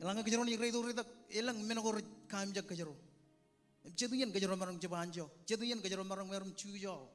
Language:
Marshallese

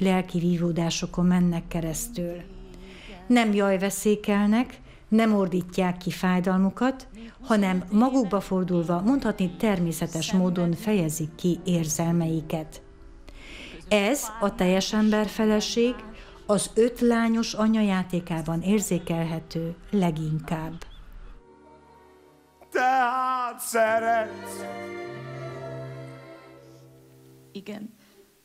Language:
Hungarian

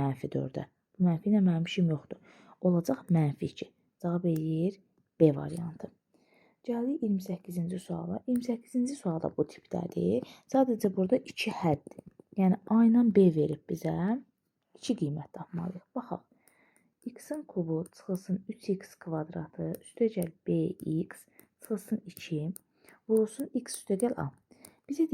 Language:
Azerbaijani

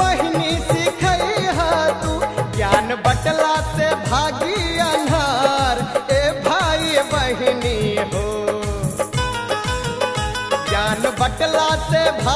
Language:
Bhojpuri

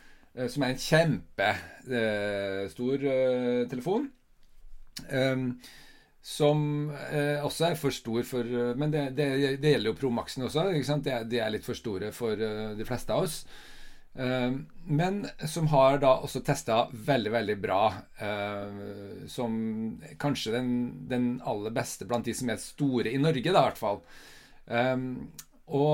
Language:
Norwegian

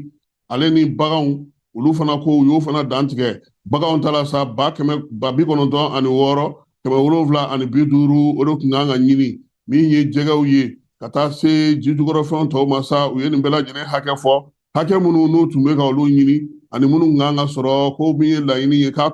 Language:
Bambara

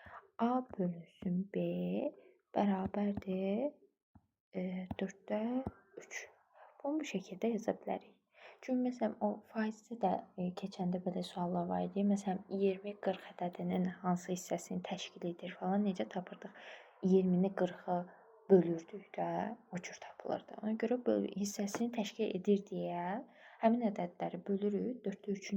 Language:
Azerbaijani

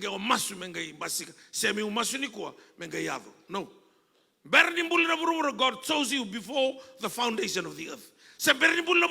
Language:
Fijian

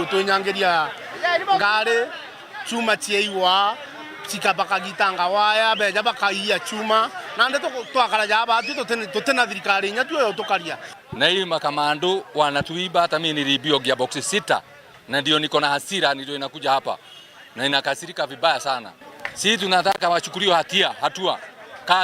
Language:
Meru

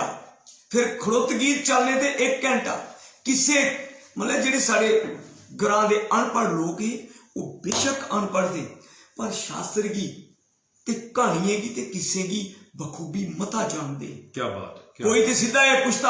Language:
Dogri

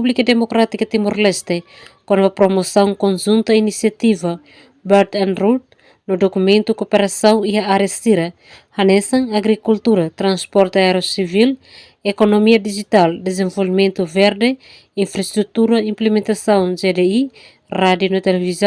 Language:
Tetum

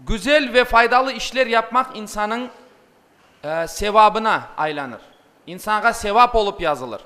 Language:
Crimean Tatar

